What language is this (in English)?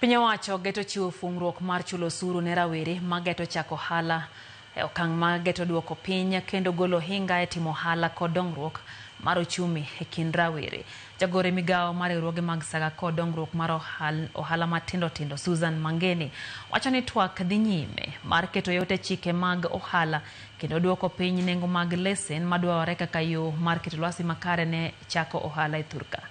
Luo (Kenya and Tanzania)